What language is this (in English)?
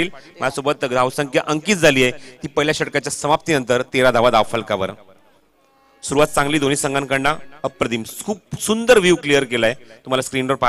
Marathi